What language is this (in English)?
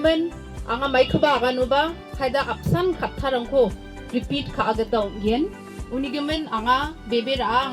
Garo